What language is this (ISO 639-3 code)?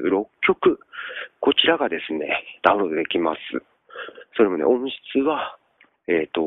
jpn